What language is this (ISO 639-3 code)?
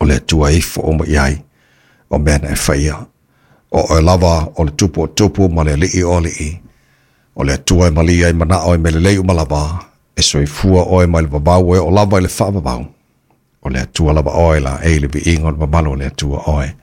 smo